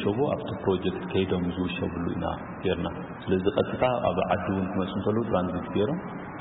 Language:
Tigrinya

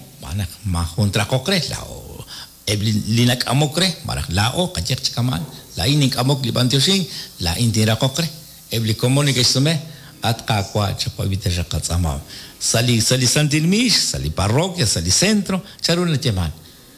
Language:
Kekchí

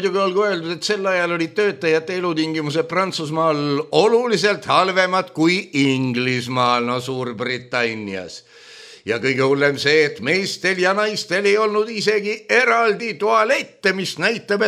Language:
Estonian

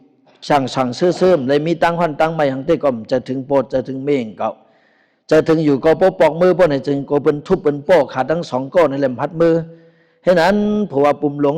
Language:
Shan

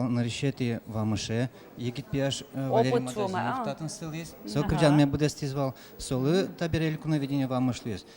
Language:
Udmurt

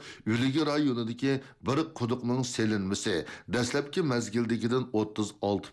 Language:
Uyghur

